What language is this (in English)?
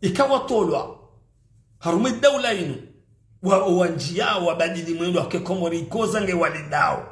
Ngazidja Comorian